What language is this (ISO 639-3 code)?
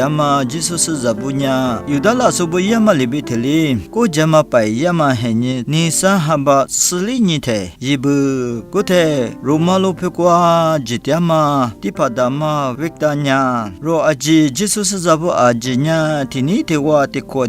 lis